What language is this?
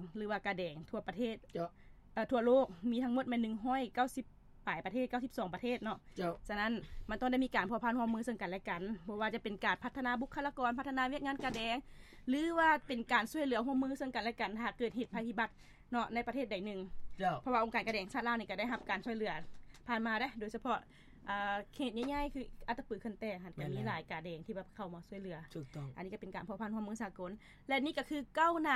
Lao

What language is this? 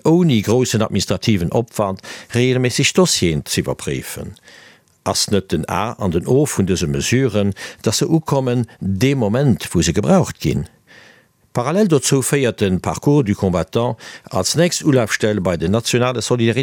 Luxembourgish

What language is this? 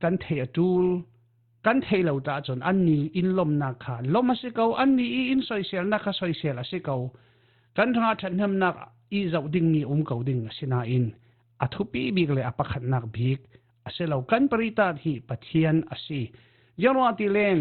Falam Chin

